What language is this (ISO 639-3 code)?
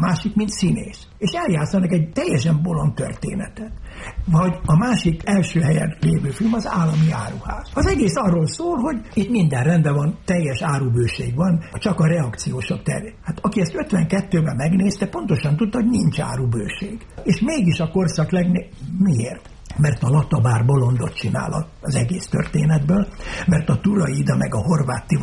hun